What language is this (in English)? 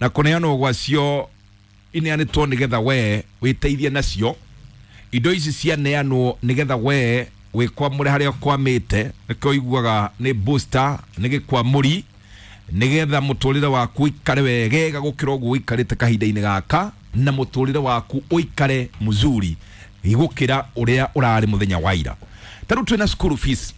Kikuyu